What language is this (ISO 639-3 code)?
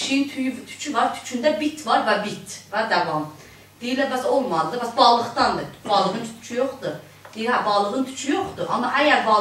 azb